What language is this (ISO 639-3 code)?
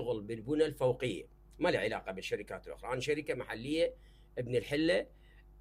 acm